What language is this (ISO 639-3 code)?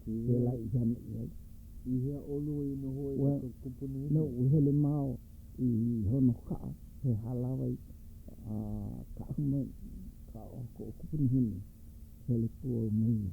haw